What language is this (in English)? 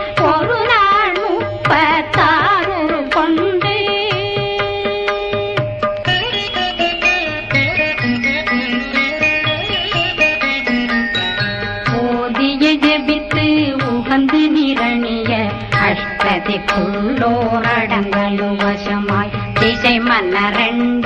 Tamil